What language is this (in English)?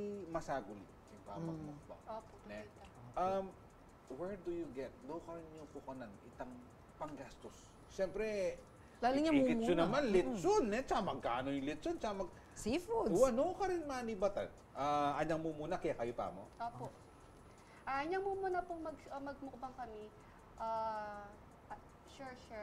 Pampanga